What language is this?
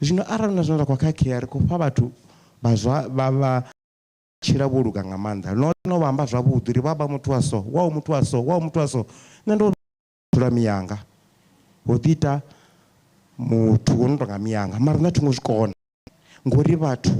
Venda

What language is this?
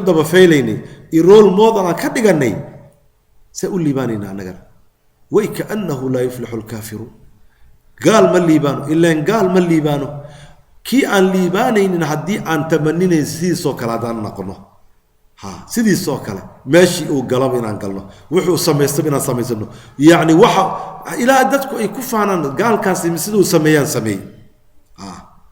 Somali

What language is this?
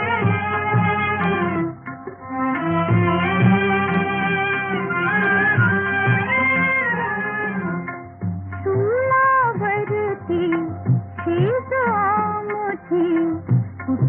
Marathi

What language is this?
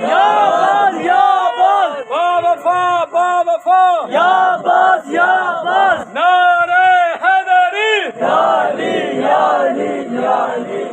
Saraiki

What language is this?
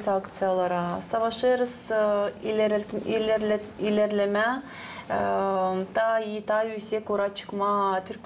Gagauz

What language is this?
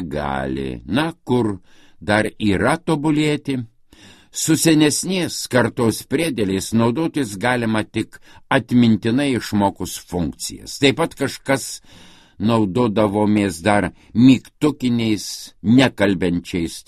Lithuanian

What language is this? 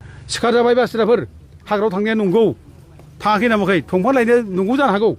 Bodo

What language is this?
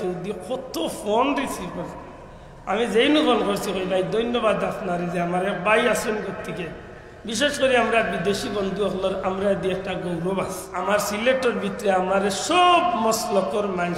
Sylheti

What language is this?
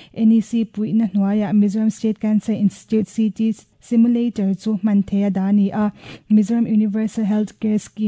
Mizo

